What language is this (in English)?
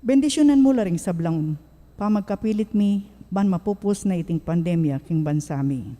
Pampanga